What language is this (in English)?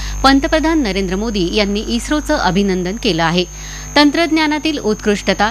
Marathi